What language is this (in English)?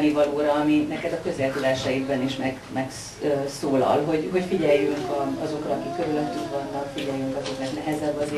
Hungarian